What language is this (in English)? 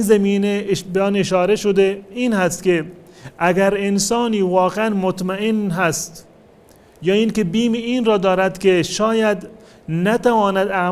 Tajik